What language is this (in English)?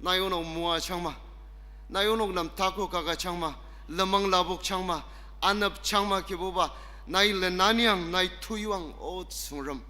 Ao Naga